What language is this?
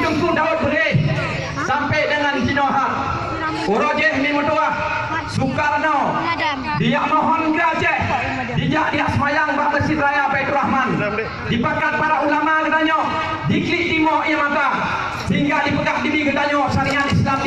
Achinese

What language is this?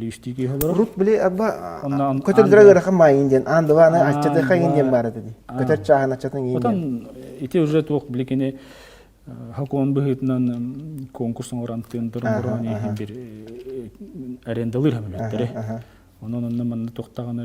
Yakut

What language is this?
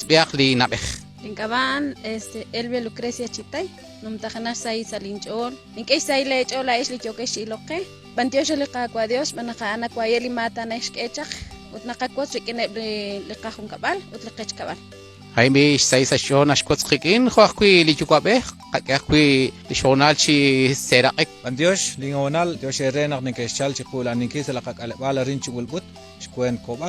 Kekchí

